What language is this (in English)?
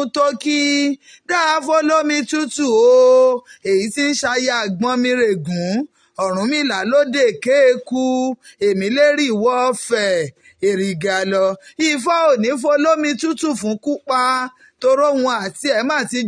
Yoruba